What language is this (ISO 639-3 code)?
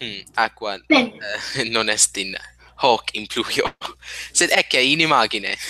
lat